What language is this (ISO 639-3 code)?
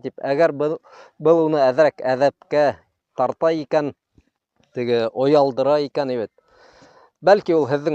bak